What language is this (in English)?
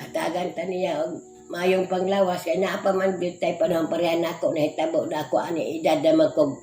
Cebuano